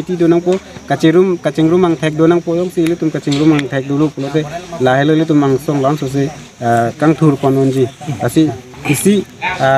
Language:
Karbi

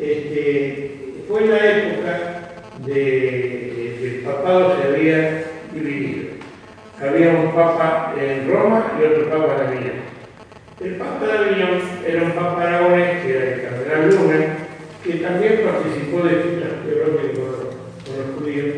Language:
Ladino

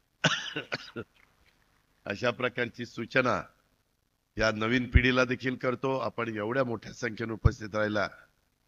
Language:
Marathi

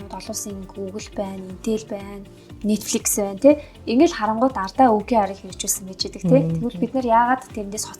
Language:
Mongolian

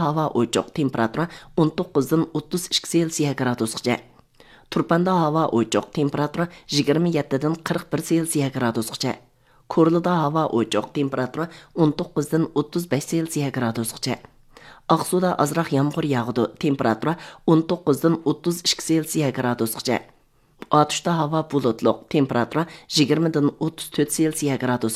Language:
Uyghur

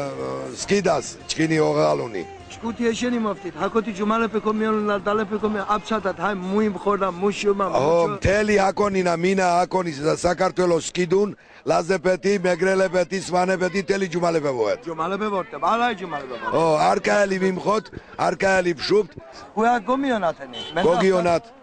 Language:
Laz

